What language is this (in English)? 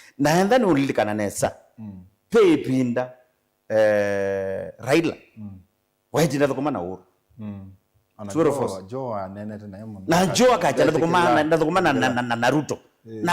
Kamba